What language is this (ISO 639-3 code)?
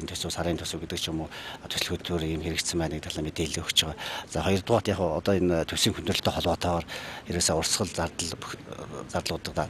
mon